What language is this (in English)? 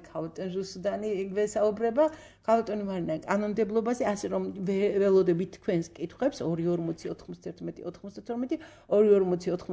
Georgian